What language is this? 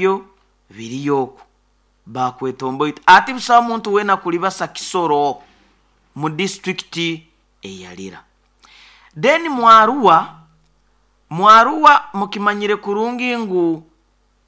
Nyoro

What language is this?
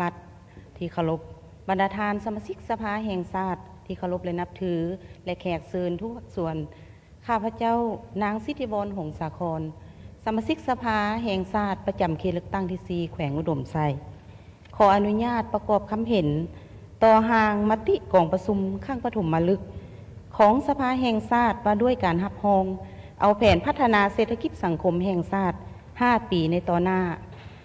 Lao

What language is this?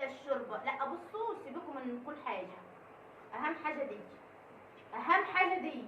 Egyptian Arabic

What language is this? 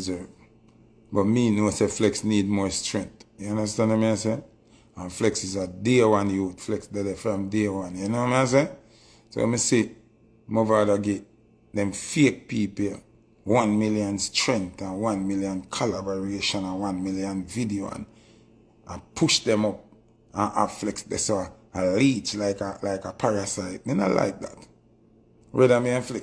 Jamaican Creole English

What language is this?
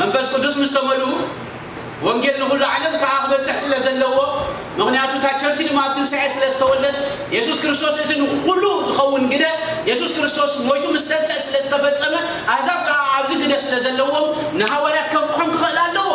Tigrinya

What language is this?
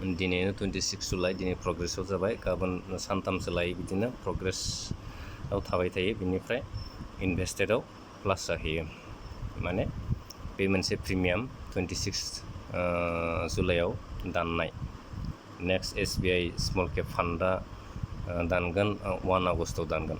Bodo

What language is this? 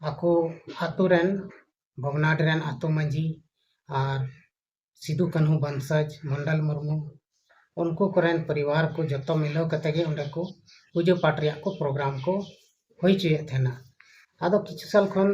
Santali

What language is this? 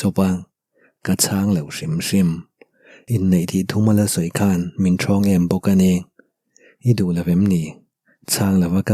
Mizo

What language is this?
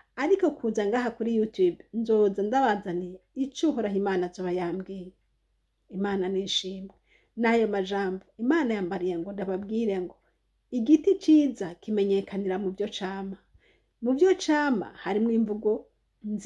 Rundi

